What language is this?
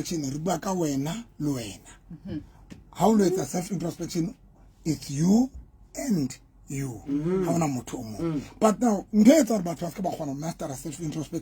Southern Sotho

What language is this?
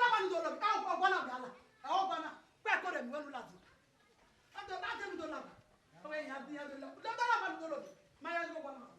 Bini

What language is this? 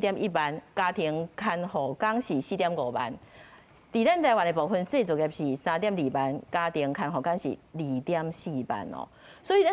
Min Nan Chinese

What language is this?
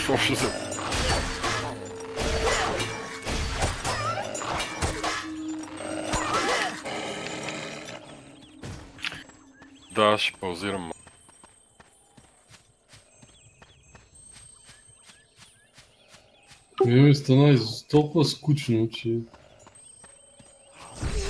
Bulgarian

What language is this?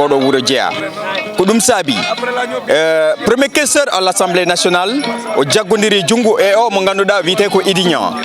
Fula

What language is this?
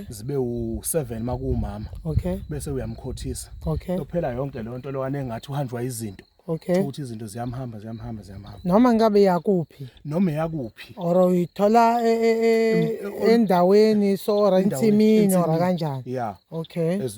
Zulu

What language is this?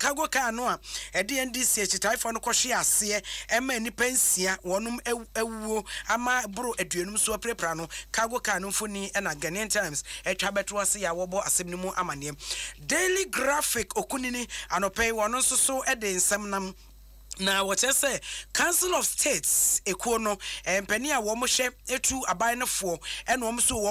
Akan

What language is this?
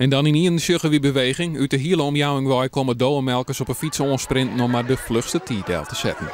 Western Frisian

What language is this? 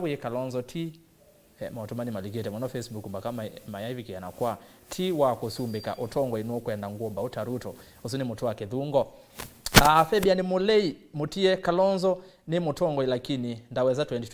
Kamba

